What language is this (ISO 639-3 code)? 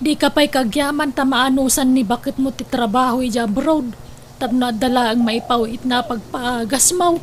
ilo